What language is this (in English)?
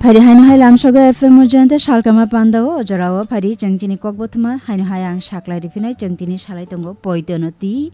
Kok Borok